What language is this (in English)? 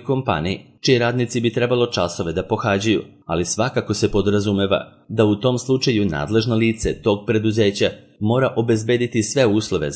Serbian